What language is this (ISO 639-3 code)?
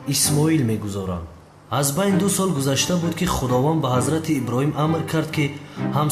tgk